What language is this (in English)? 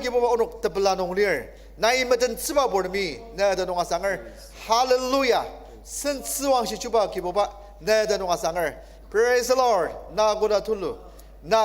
Ao Naga